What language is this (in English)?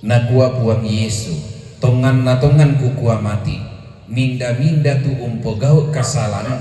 Toraja-Sa'dan